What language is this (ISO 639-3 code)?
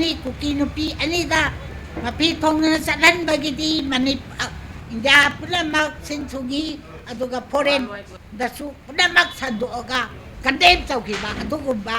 mni